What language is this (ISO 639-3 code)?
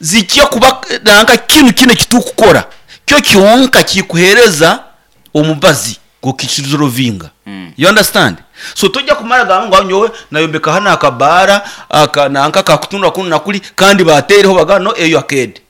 nyn